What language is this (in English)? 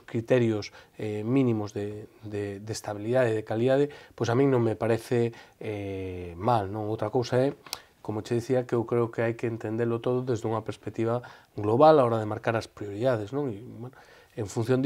Galician